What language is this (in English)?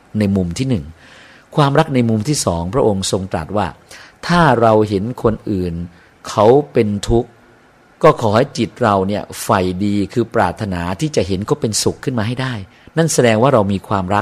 Thai